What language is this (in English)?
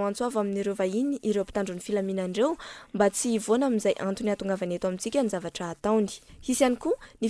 Malagasy